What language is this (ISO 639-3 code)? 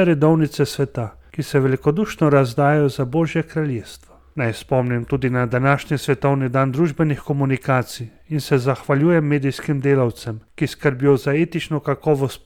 slv